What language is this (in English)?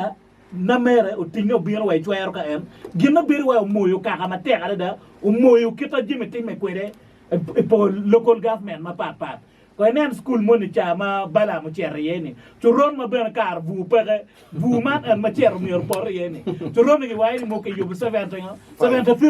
Acoli